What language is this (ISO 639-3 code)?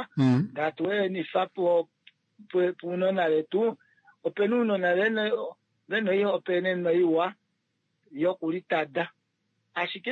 kua